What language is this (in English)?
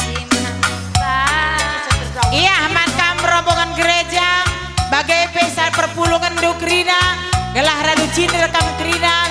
Batak Karo